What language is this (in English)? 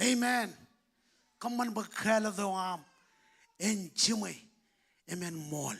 Marshallese